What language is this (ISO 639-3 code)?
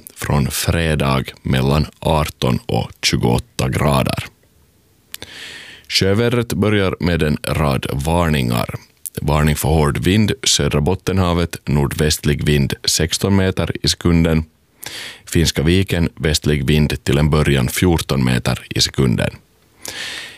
swe